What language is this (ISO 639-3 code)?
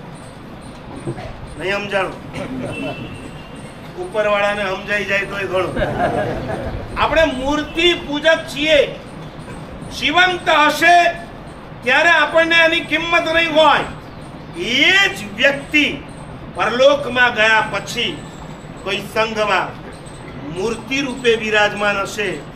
guj